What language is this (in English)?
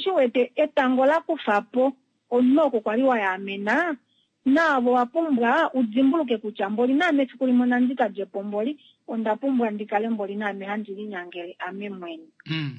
Kuanyama